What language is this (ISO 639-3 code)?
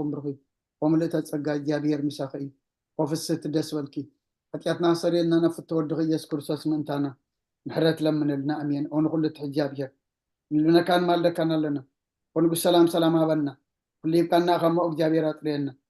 tir